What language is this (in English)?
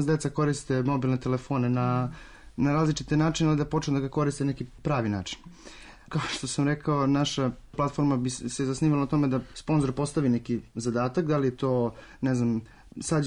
Serbian